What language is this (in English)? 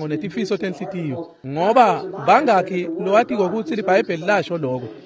Swati